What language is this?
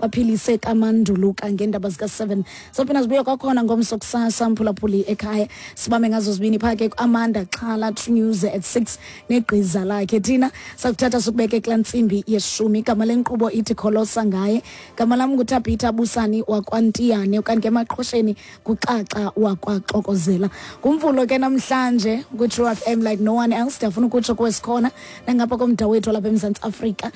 Xhosa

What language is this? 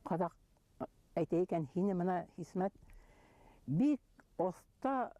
Bashkir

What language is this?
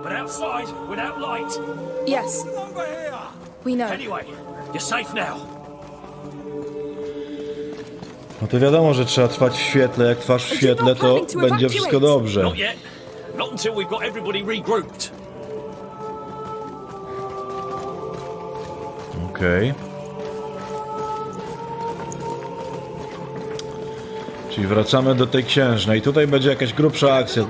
Polish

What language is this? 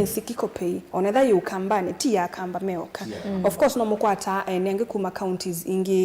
Kamba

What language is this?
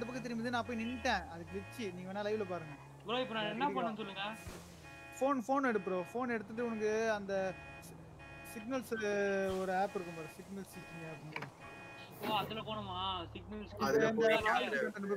Tamil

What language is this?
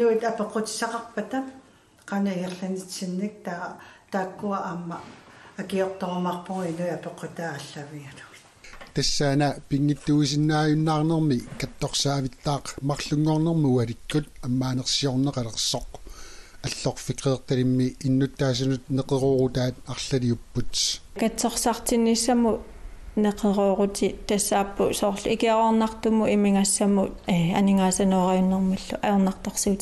Kalaallisut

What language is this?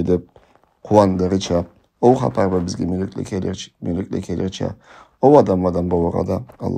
Karachay-Balkar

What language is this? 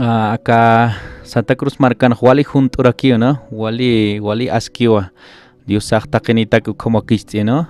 Aymara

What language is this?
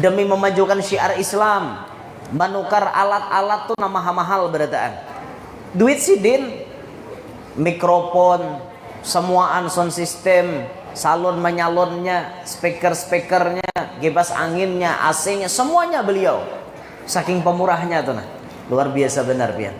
Banjar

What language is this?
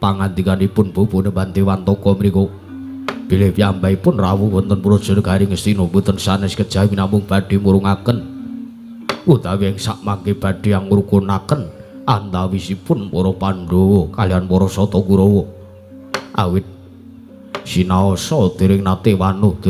Javanese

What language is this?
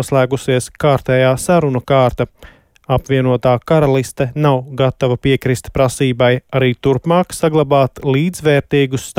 Latvian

